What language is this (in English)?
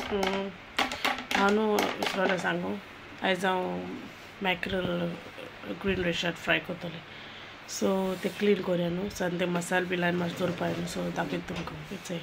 Konkani